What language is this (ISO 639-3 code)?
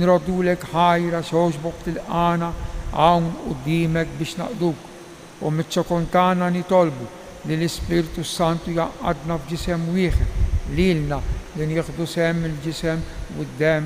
mlt